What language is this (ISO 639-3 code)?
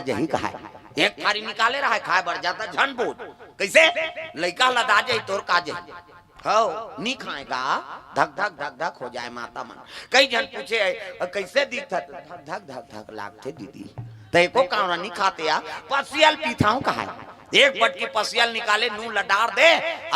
hne